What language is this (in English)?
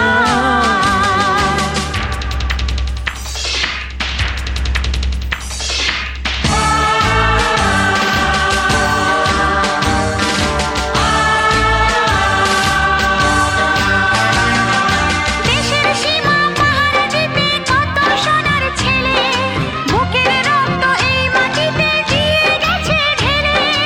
Bangla